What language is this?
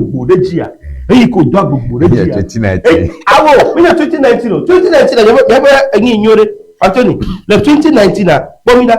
Ewe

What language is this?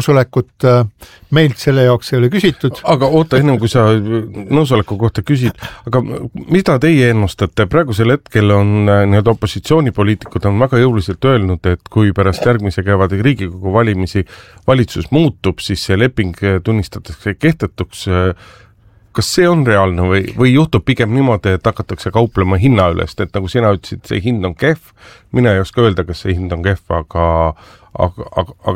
Estonian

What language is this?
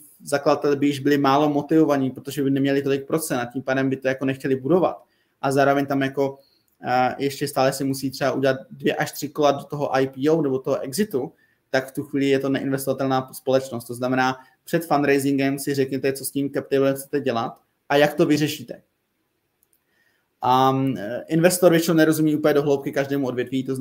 Czech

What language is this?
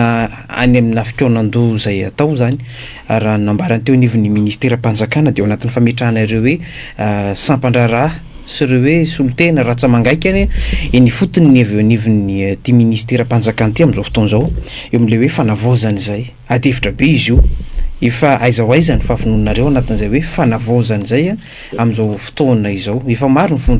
Malagasy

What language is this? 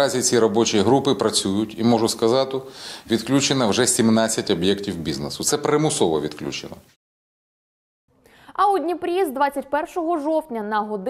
Ukrainian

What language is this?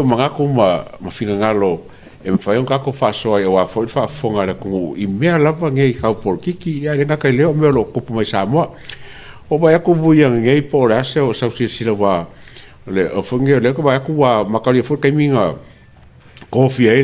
Samoan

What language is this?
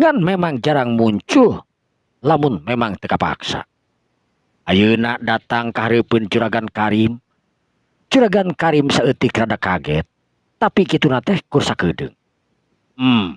Sundanese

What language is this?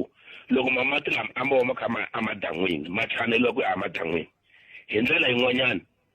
Tsonga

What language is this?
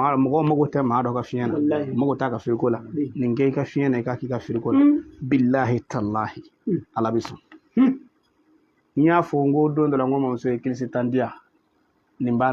Bambara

